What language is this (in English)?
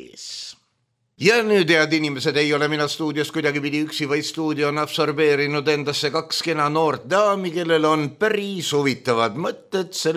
Estonian